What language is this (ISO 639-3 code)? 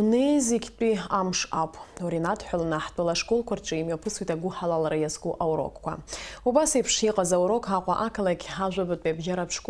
abk